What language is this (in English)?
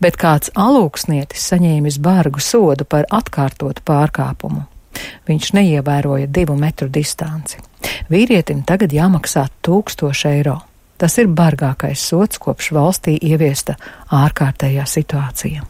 Latvian